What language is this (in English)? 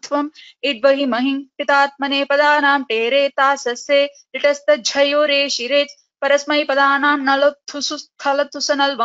Sanskrit